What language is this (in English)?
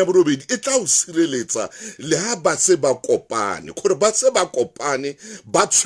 Southern Sotho